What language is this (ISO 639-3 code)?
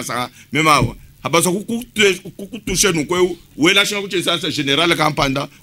lua